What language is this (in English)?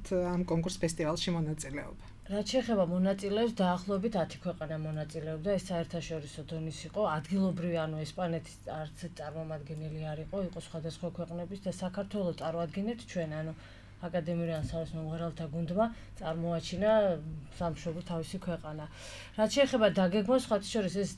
Georgian